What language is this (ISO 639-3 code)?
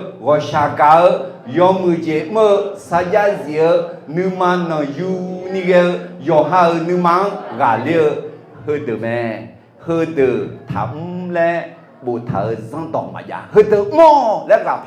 ahk